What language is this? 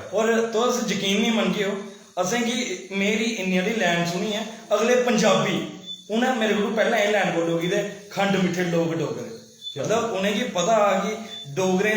Dogri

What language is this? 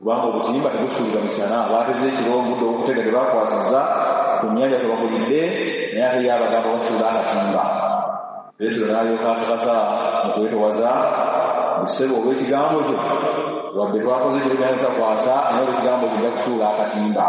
Ganda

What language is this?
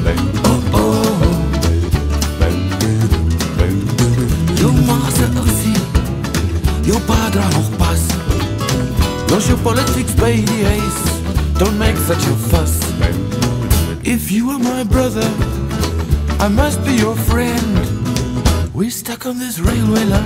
Afrikaans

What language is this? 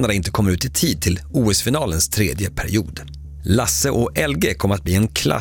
Swedish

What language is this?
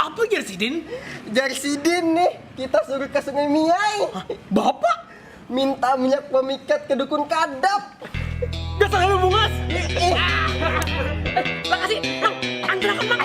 Banjar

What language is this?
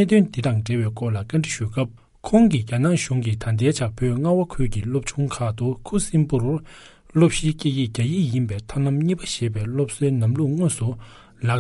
Tibetan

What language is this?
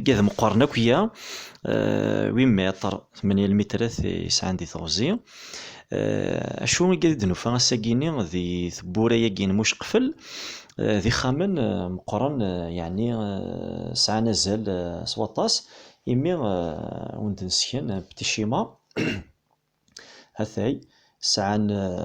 Kabyle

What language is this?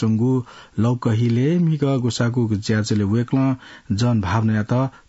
Newari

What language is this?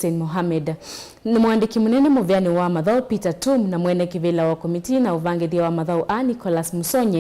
Kamba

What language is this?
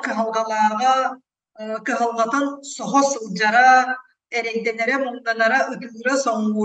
Yakut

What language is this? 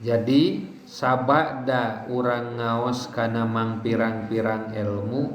Sundanese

